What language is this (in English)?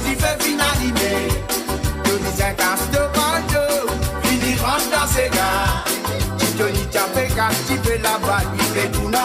Morisyen